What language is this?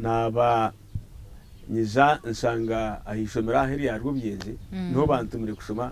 Nyankole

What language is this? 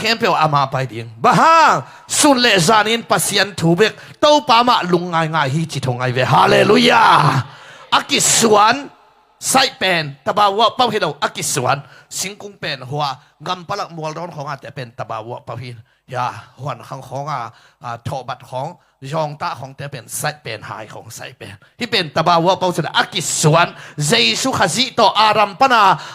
Tedim Chin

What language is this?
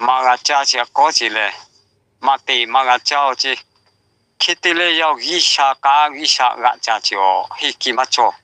Lahu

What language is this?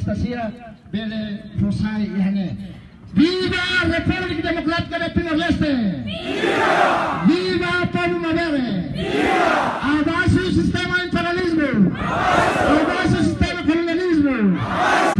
Tetum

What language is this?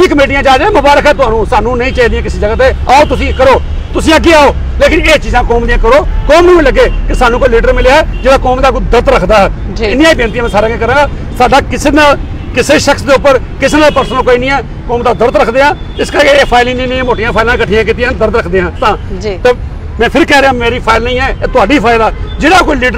Punjabi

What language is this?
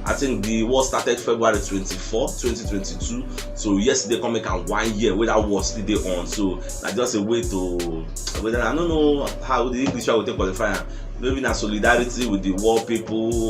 Nigerian Pidgin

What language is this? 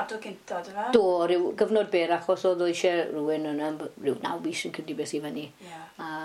Welsh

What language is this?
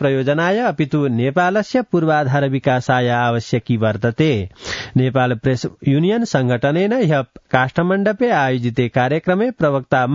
Sanskrit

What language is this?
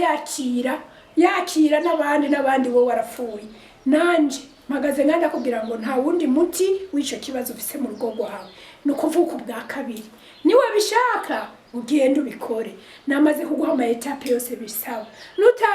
Rundi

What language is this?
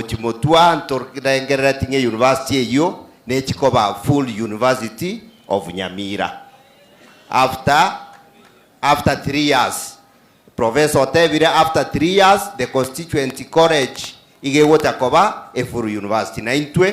Gusii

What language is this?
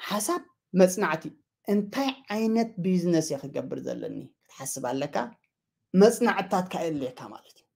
Tigrinya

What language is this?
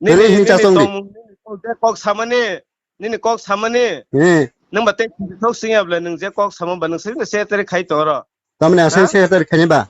Kok Borok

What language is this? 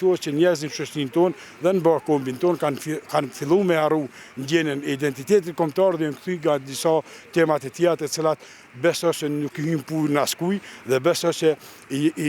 Albanian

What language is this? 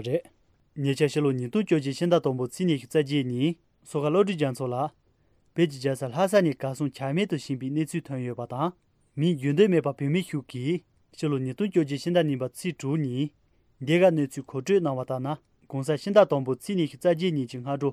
Tibetan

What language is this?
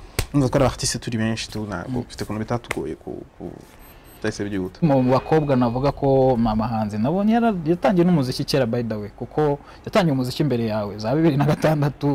Kinyarwanda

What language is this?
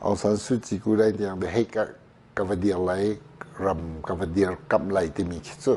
Hakha Chin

